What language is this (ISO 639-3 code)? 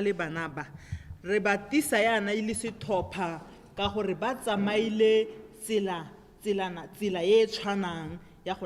tsn